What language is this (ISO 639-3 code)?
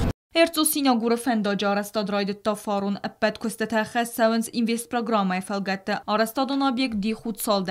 oss